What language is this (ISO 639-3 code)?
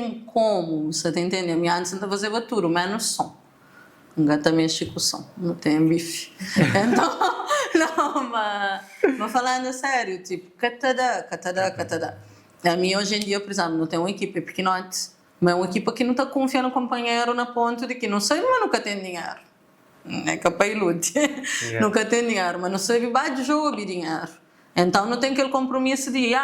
kea